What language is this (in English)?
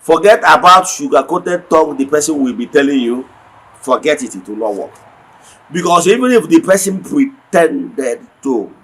Igbo